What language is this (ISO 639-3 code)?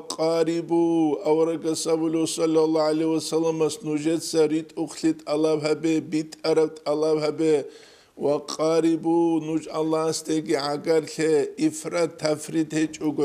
ava